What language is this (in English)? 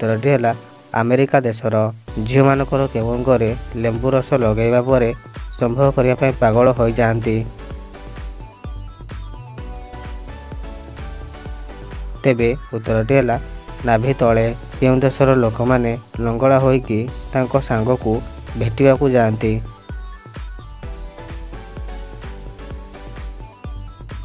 Odia